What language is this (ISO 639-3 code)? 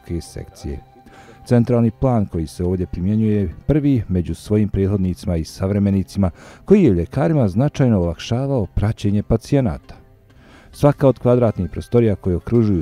bos